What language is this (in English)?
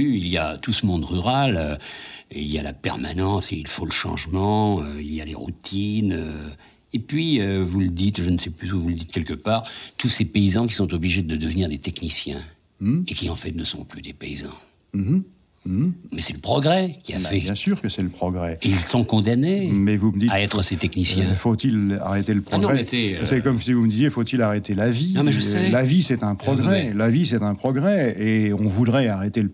French